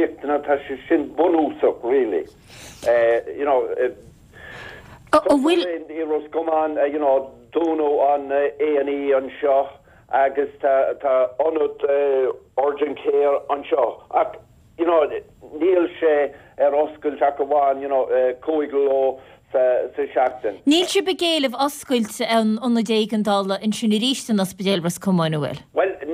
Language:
Irish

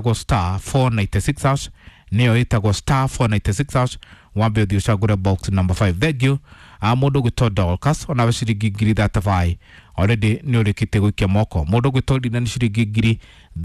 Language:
Kikuyu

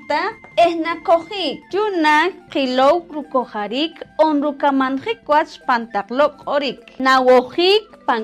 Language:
Poqomchi'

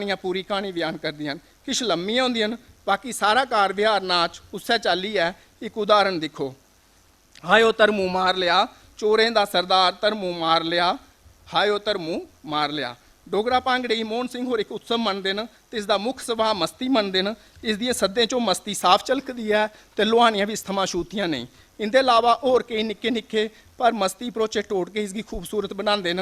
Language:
Dogri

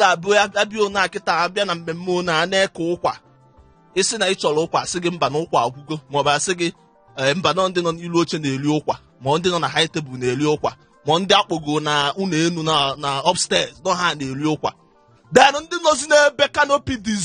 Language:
Igbo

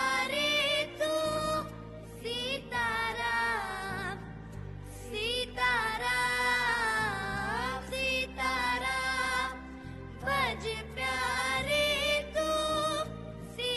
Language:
Gujarati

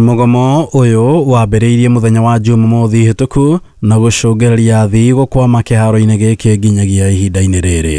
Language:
Kikuyu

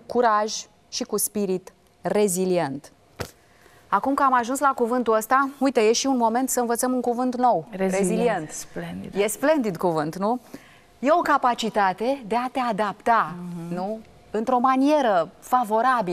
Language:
Romanian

